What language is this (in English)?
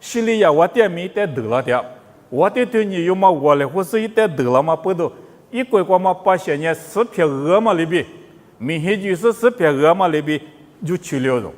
Lisu